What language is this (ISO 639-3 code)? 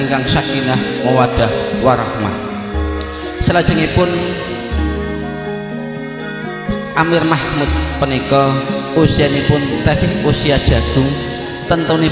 jav